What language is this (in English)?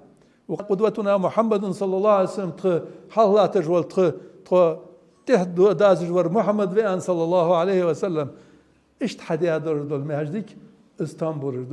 Ingush